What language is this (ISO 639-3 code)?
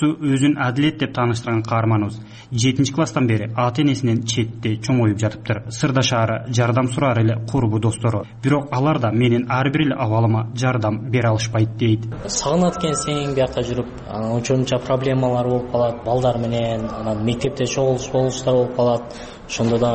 kir